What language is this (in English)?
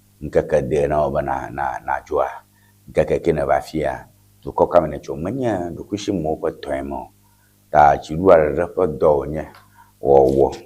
Ewe